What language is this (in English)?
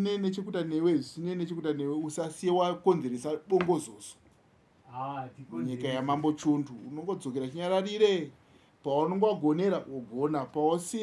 Shona